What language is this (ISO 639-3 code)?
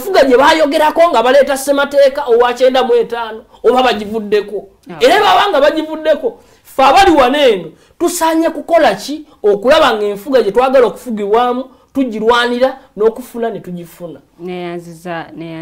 lug